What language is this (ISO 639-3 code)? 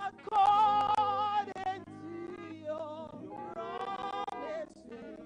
ewe